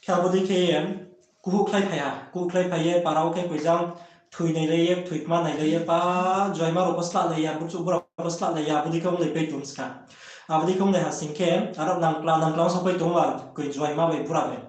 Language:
Riang (India)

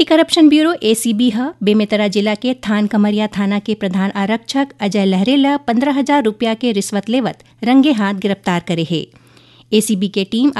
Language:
Chhattisgarhi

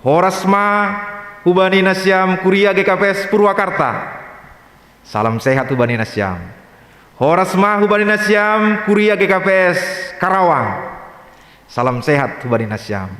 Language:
Batak Simalungun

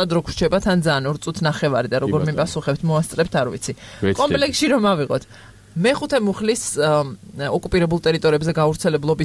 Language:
Georgian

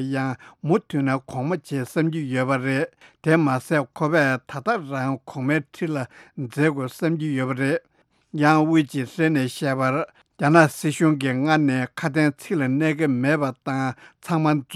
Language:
Tibetan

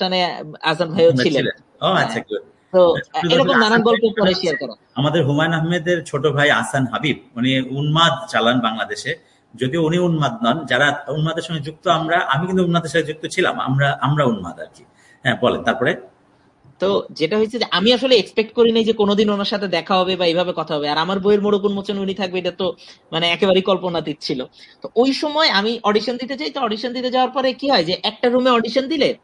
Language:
Bangla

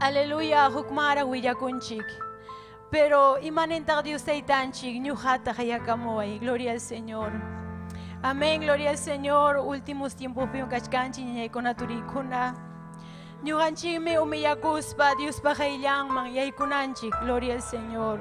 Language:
Ayacucho Quechua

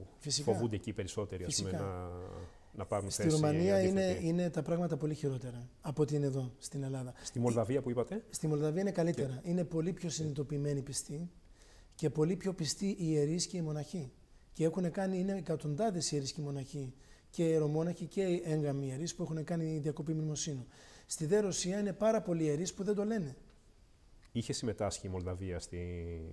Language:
Greek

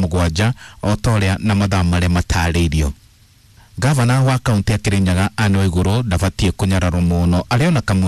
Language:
Kikuyu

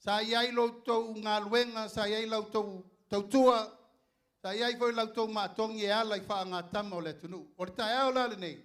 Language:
Samoan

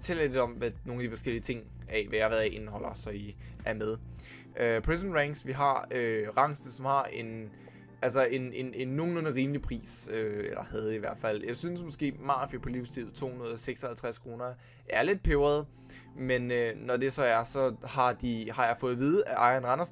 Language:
Danish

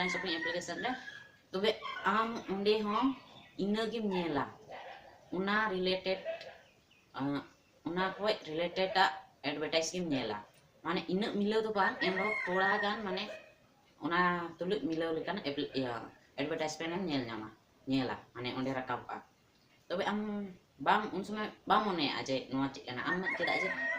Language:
Santali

